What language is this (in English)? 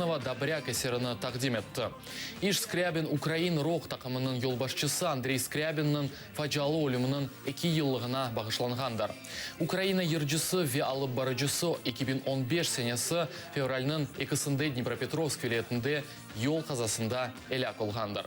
Crimean Tatar